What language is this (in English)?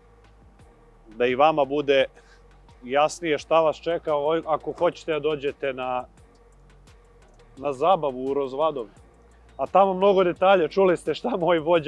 Serbian